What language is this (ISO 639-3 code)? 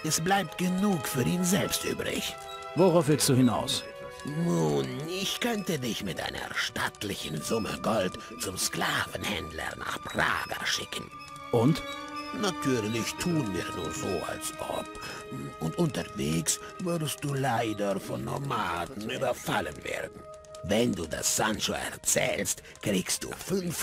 bar